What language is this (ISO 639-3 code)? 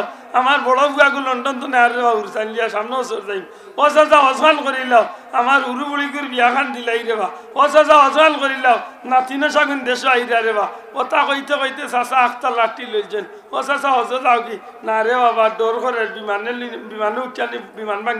syl